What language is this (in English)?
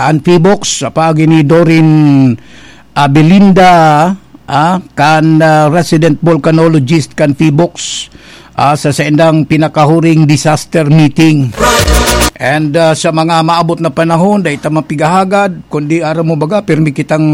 Bikol